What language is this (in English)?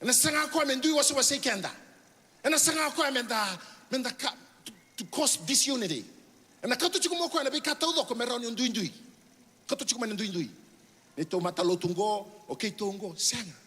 Fijian